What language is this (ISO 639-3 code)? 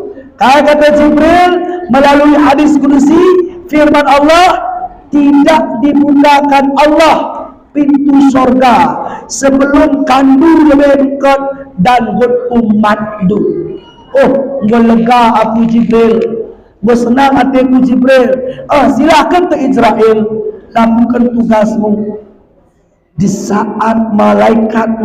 btz